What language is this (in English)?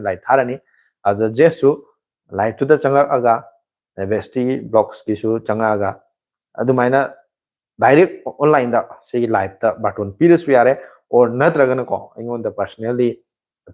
Manipuri